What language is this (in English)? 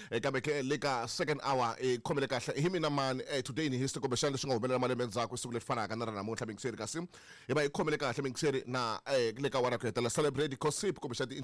Tsonga